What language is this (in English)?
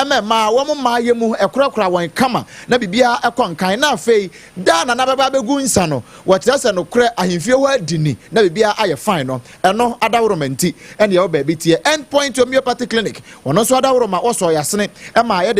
Akan